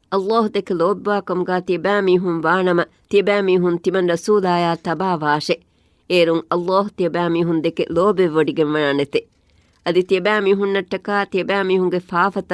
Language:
Divehi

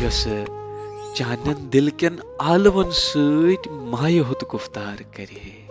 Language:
Kashmiri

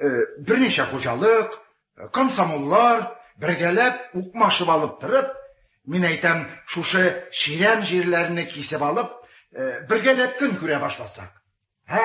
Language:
Tatar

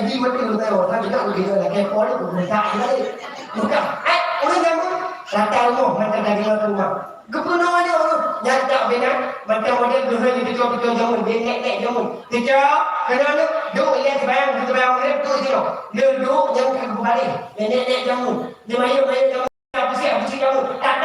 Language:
Achinese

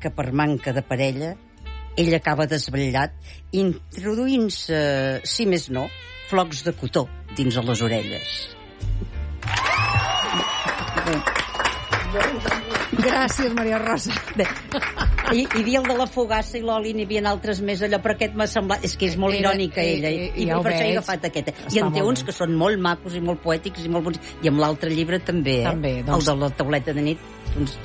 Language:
Catalan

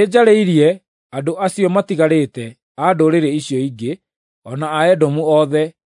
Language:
Kikuyu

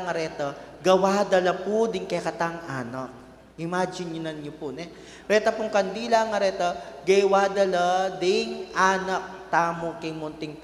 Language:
Pampanga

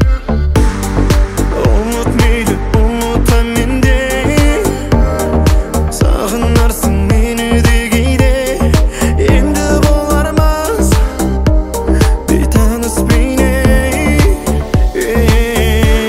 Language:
Kazakh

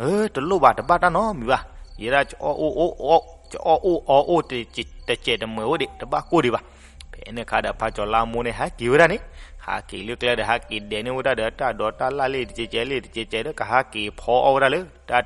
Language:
S'gaw Karen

